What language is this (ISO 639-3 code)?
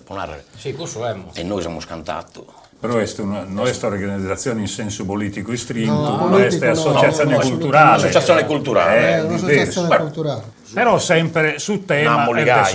srd